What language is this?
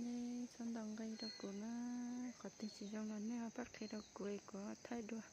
Hmong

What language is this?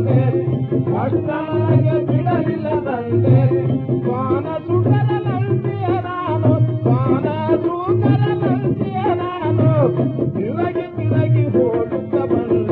Kannada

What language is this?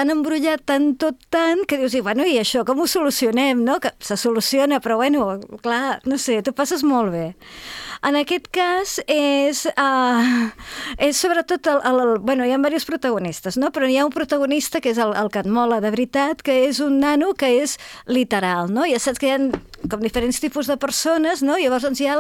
Catalan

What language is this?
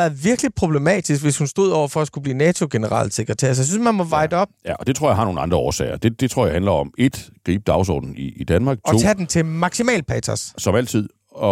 Danish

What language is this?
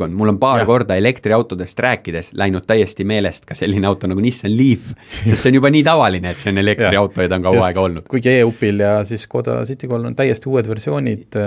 Estonian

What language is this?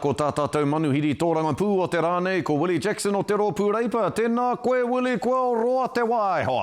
Māori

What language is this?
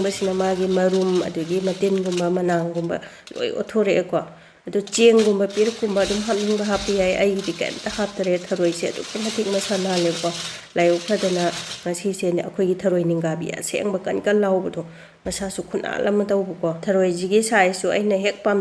Manipuri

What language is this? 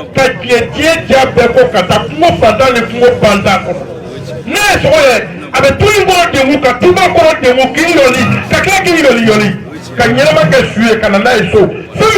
Bambara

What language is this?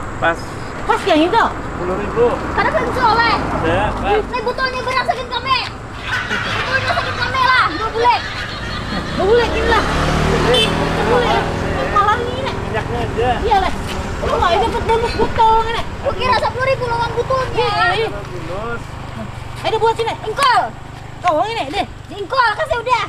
Banjar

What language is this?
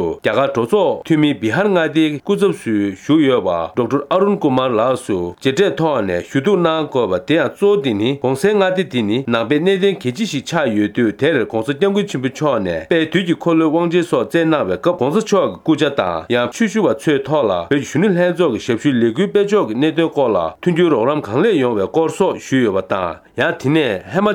Tibetan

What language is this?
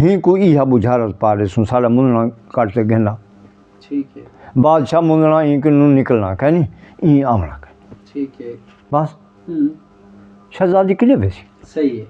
Saraiki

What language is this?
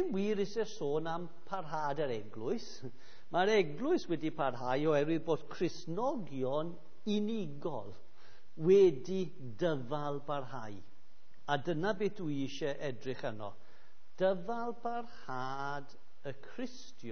Welsh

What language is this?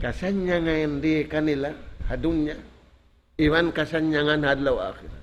Tausug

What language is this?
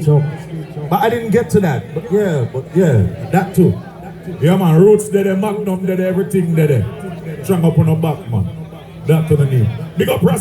Jamaican Creole English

